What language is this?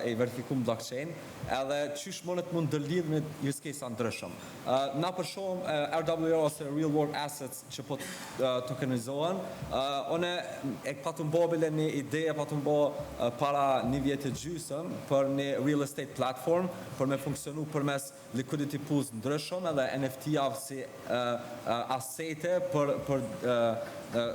Albanian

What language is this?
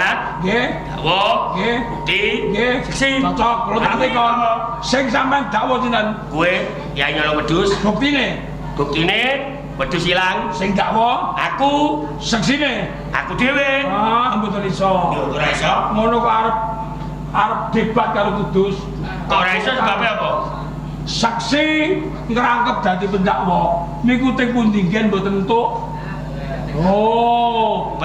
Javanese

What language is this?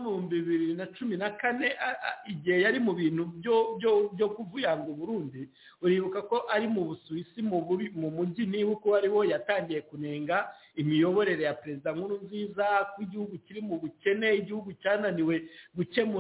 Kinyarwanda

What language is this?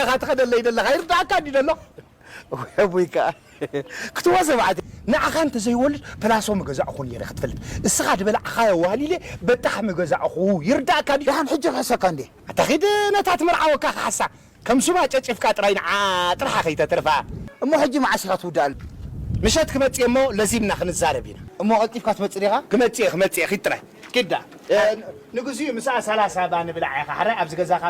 Tigrinya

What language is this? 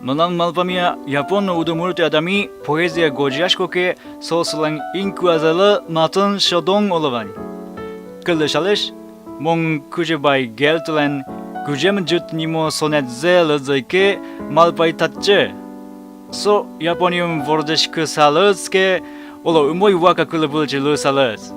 Udmurt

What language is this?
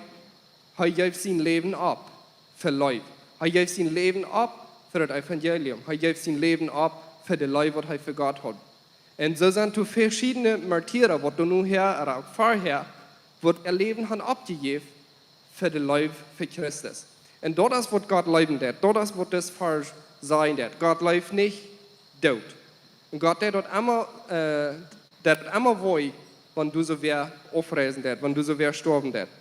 Plautdietsch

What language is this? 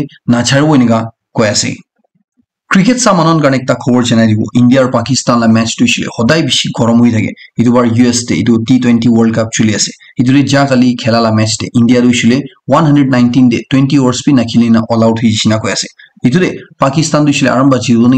Naga Pidgin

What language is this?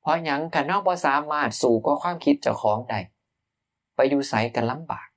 Northeastern Thai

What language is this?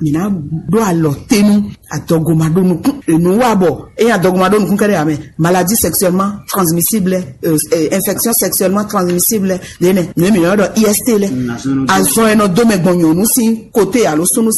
Fon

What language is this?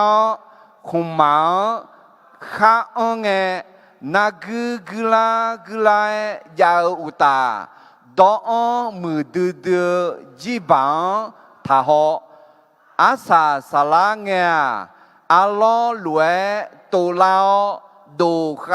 Akha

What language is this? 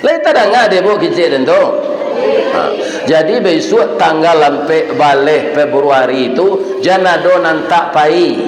Minangkabau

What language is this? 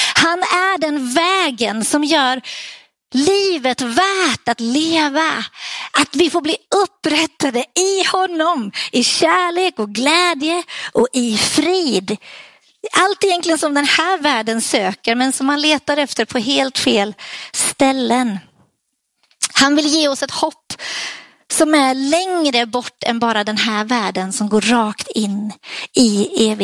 Swedish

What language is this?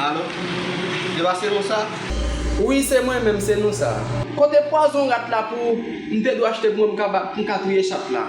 Haitian Creole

